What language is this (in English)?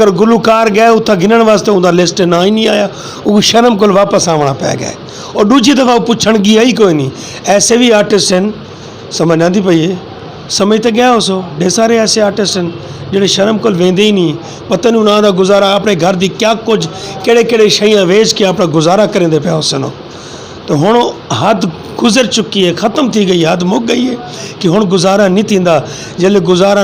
Saraiki